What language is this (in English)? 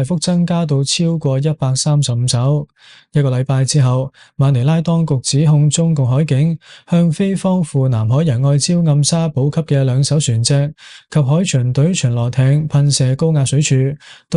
Cantonese